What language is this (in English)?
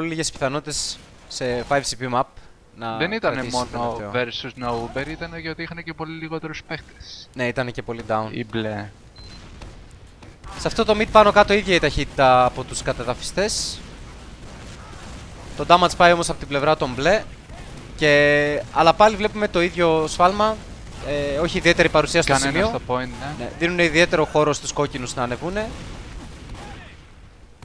Greek